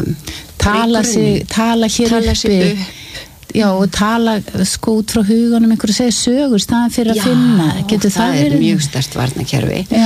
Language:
Icelandic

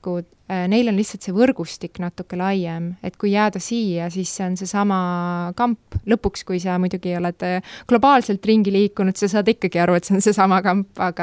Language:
Estonian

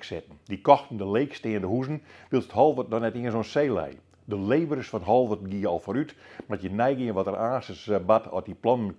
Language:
Western Frisian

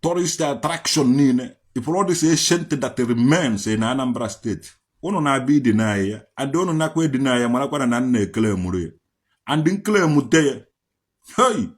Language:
Igbo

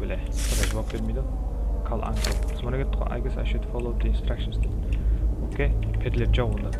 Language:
Kara-Kalpak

